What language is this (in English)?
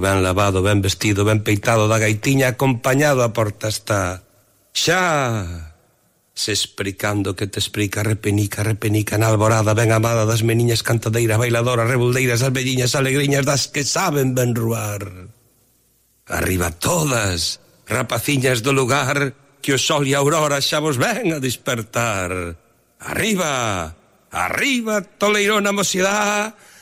Galician